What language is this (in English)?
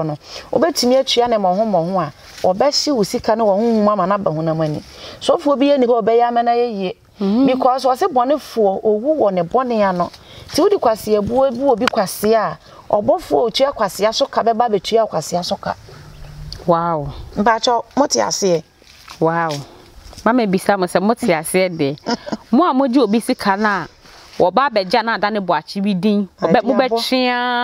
Akan